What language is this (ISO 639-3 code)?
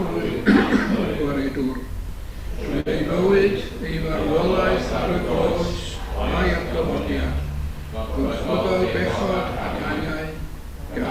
cym